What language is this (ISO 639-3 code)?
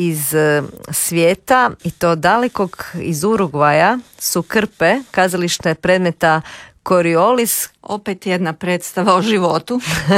hrv